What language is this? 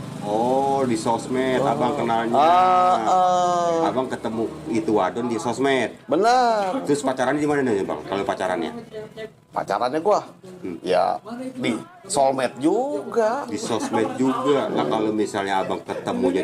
Betawi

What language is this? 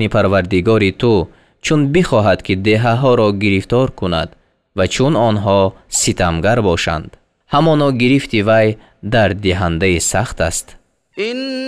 Tajik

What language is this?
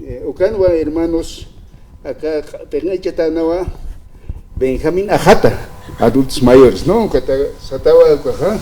Aymara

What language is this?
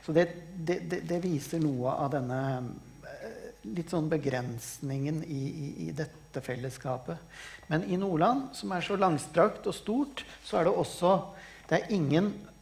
Norwegian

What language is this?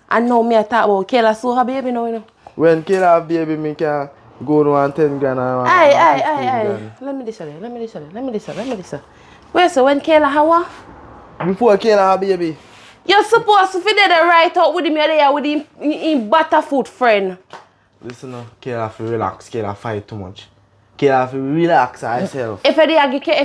Jamaican Creole English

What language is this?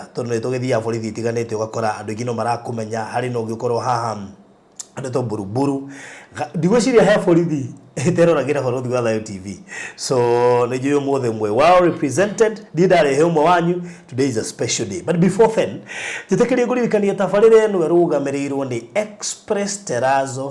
Kikuyu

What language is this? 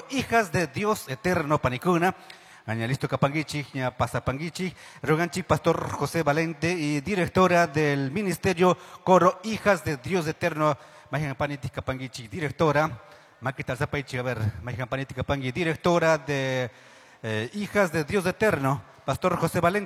Chimborazo Highland Quichua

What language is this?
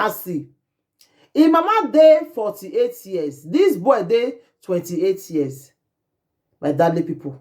Nigerian Pidgin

